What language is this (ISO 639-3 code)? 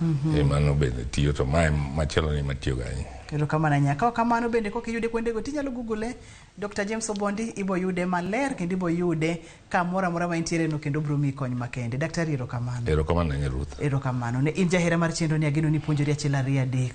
luo